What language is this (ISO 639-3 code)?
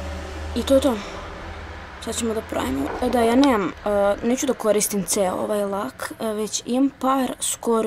srp